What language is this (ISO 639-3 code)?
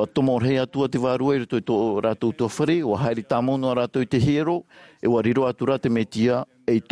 tah